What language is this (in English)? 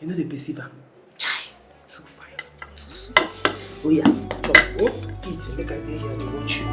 Nigerian Pidgin